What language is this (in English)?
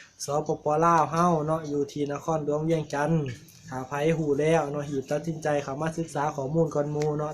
Lao